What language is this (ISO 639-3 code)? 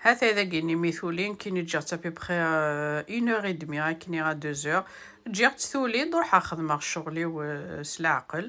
kab